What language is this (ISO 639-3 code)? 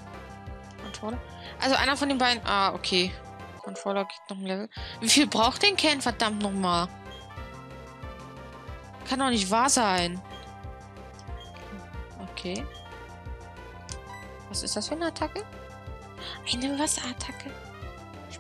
deu